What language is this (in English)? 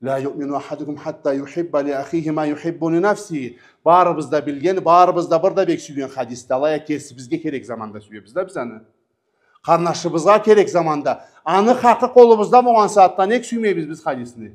Karachay-Balkar